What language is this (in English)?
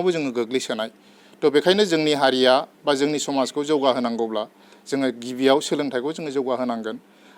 Bodo